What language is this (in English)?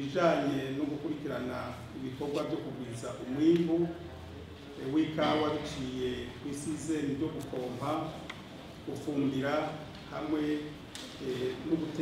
Rundi